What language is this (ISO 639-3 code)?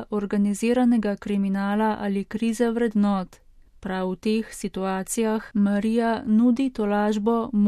slv